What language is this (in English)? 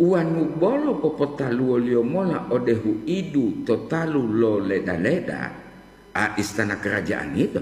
Gorontalo